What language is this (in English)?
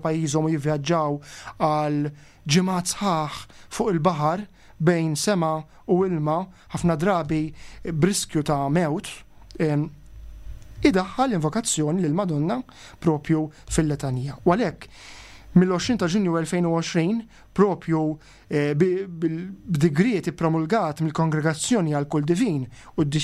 Maltese